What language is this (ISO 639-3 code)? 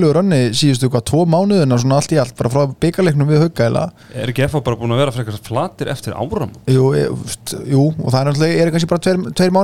isl